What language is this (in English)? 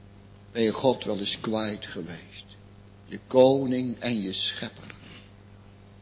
Dutch